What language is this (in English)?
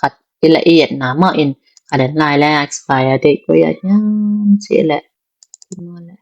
Tedim Chin